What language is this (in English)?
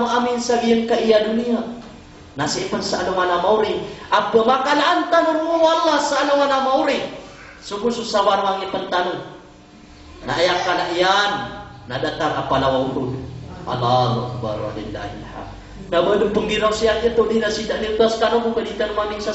Maranao